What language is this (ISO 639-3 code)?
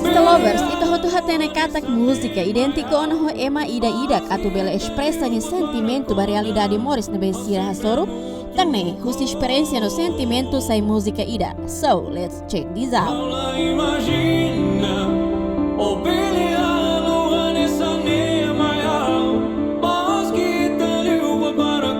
tet